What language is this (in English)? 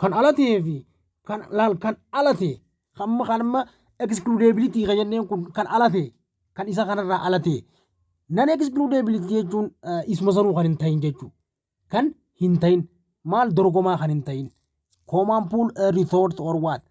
Oromo